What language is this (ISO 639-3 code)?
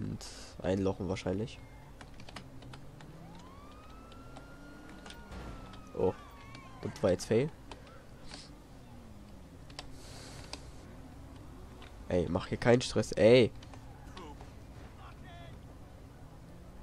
deu